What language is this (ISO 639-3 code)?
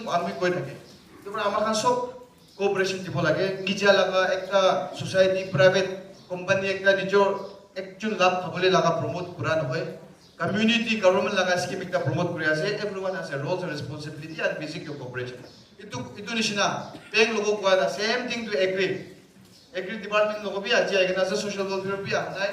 nag